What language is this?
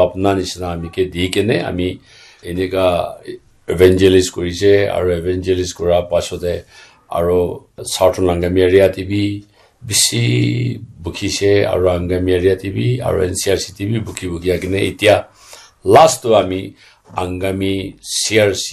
Naga Pidgin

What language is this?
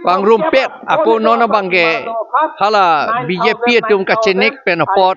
Karbi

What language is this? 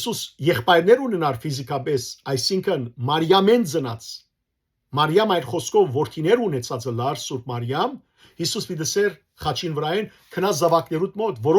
Western Armenian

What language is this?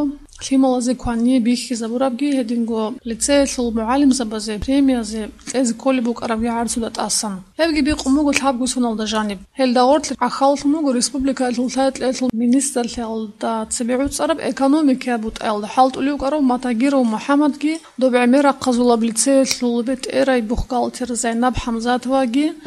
Avaric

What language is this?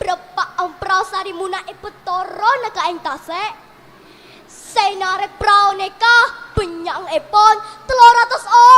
Madurese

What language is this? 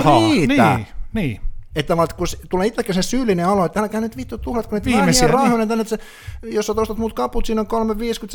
Finnish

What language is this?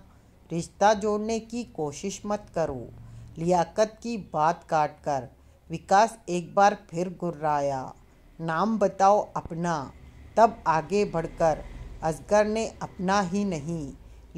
Hindi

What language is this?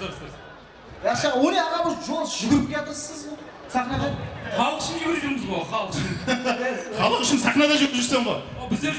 Kara-Kalpak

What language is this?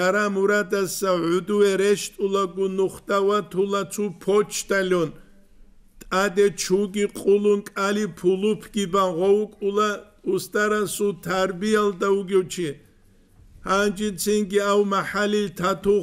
Avaric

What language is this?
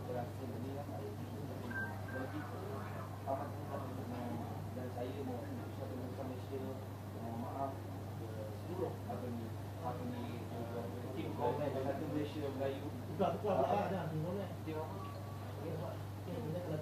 Malay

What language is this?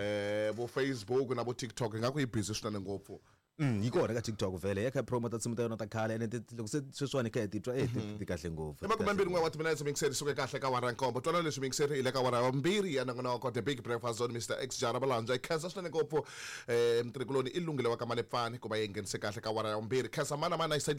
Tsonga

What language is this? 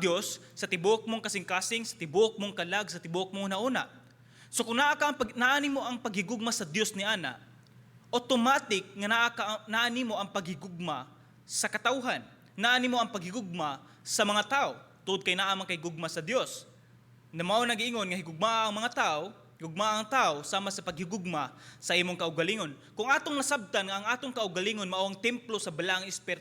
Cebuano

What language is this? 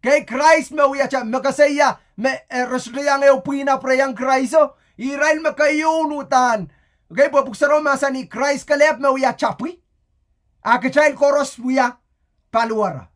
Pohnpeian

